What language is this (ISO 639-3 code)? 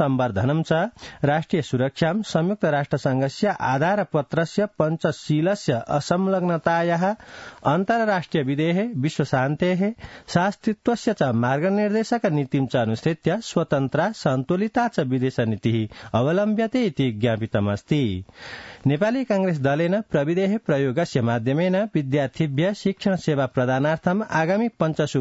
san